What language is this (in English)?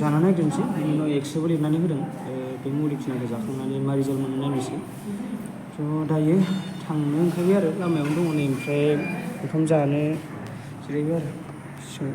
Bodo